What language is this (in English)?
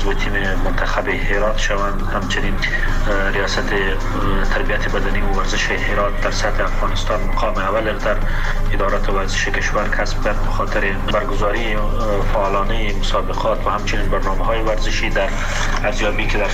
Persian